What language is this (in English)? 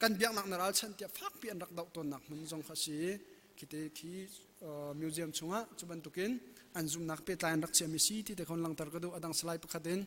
Hakha Chin